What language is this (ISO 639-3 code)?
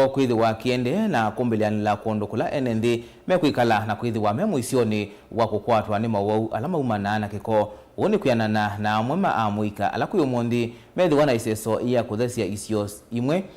kam